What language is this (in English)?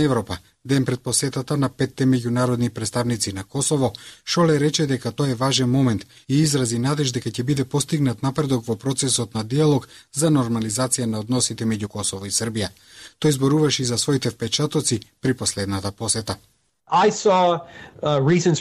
Macedonian